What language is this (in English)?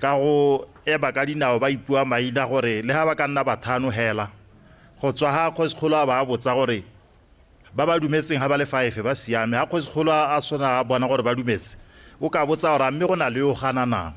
Tswana